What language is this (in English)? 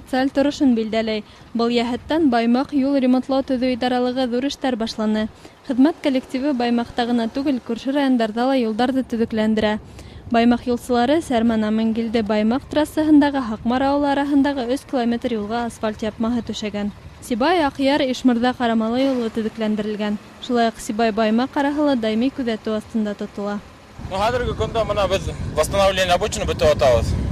Bashkir